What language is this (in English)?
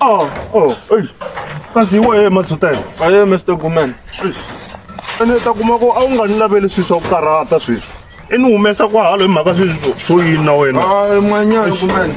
Tsonga